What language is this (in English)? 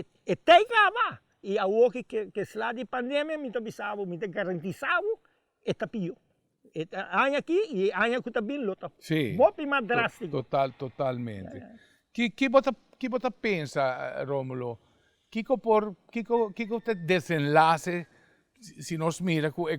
Papiamento